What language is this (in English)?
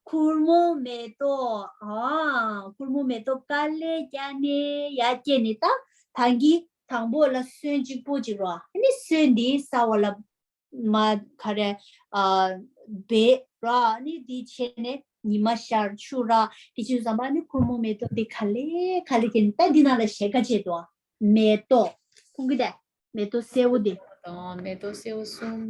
Tibetan